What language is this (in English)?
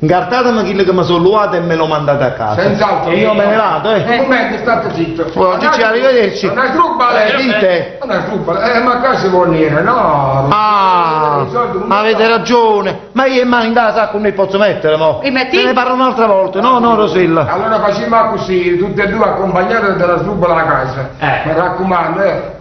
Neapolitan